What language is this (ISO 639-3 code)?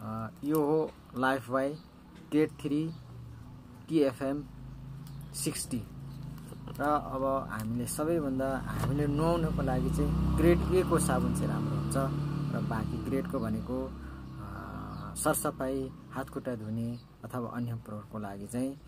nep